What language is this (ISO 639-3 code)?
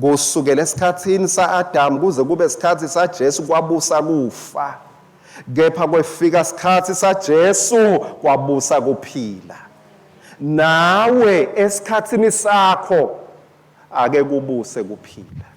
ssw